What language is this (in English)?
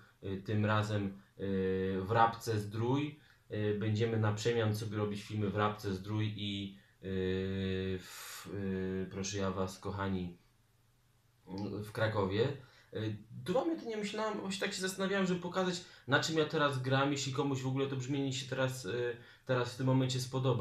Polish